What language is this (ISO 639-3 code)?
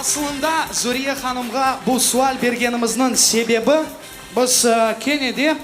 crh